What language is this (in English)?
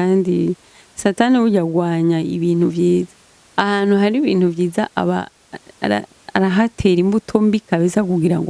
Rundi